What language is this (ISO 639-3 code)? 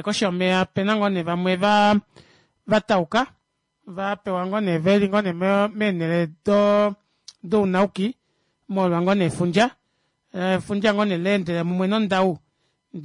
kua